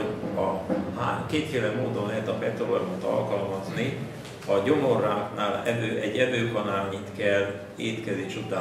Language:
Hungarian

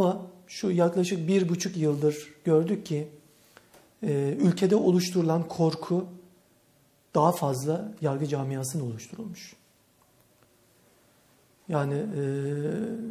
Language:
Turkish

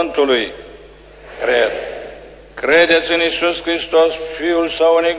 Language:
Romanian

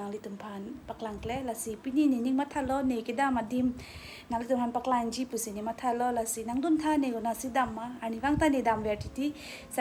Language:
Karbi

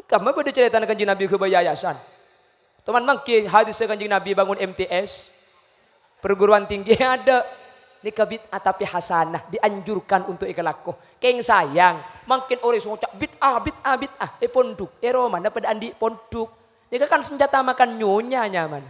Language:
Madurese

